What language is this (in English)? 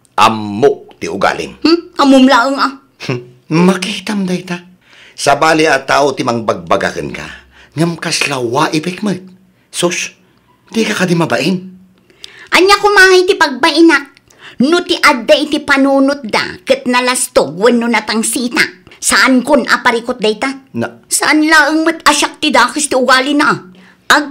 Iloko